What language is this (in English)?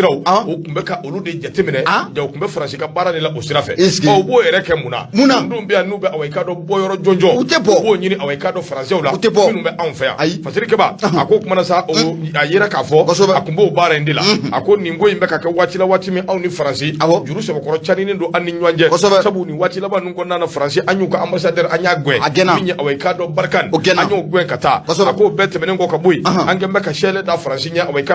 Bambara